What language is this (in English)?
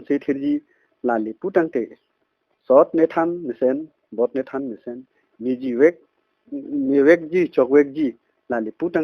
Karbi